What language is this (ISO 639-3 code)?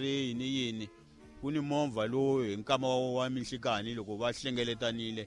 tso